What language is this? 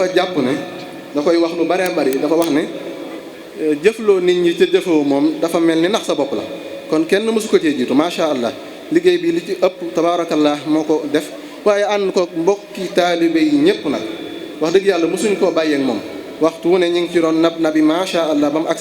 Wolof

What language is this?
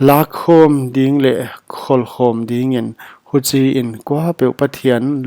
Paite Chin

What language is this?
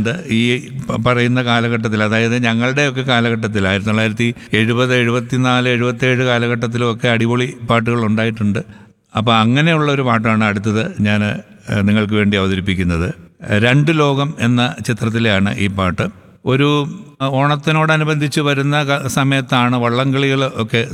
Malayalam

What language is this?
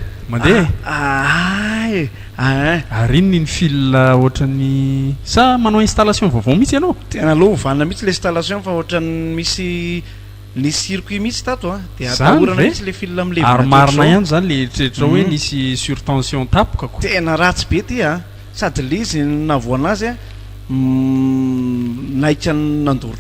Malagasy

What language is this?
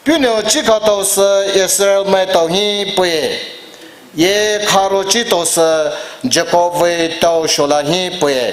Poumei Naga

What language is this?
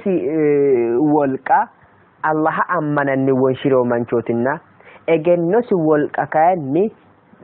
Sidamo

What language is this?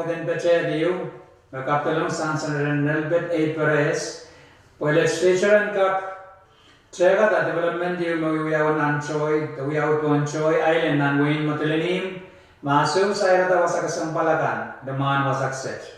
Pohnpeian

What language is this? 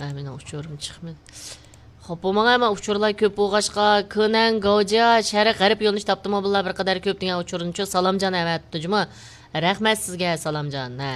Uyghur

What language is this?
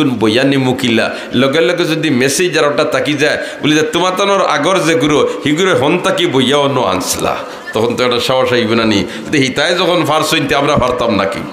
Sylheti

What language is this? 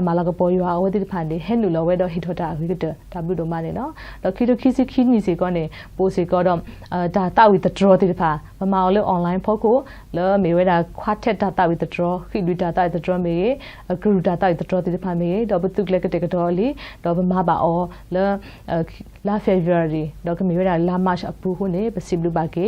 S'gaw Karen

